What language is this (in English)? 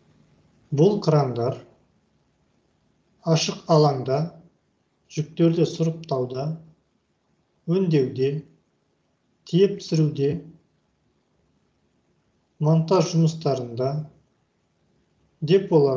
Kazakh